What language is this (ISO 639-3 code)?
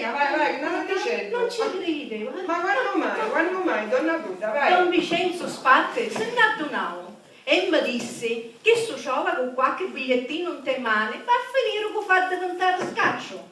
scn